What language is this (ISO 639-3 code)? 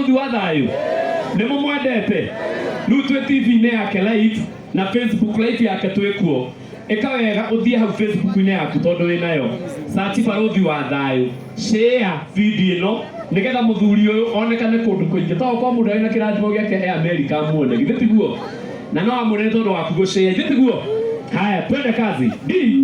kik